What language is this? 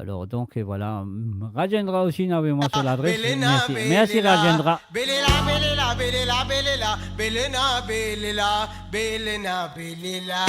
Morisyen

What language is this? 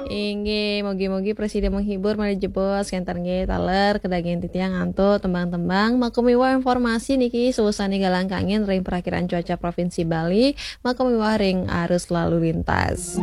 Balinese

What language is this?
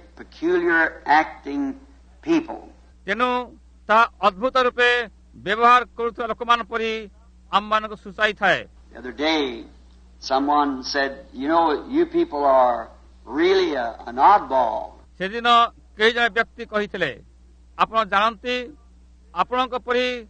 Odia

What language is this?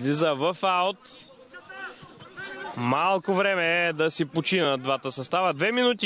Bulgarian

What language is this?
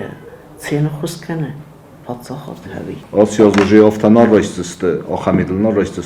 Ossetic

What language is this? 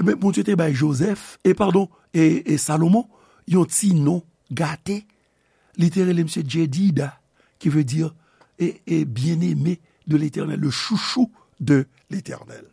Haitian Creole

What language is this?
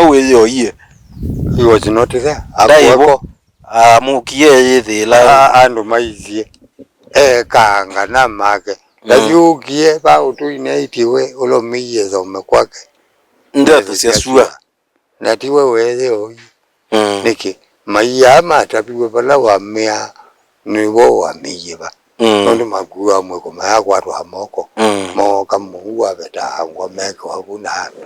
Kamba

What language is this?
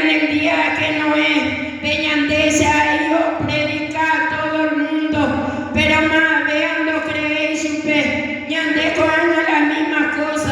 Guarani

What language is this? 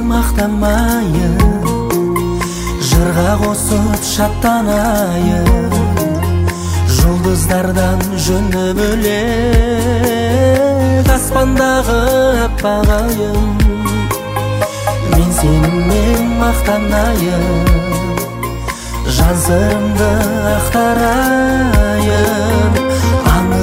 Kazakh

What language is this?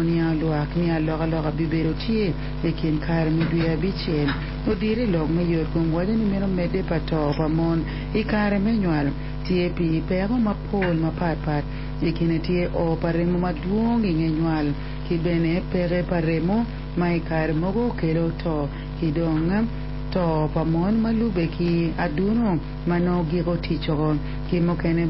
Acoli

